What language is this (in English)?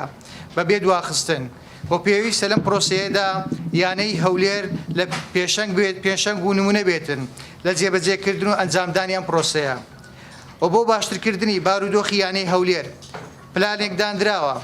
Central Kurdish